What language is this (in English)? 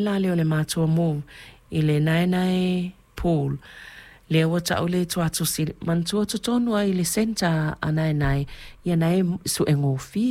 Samoan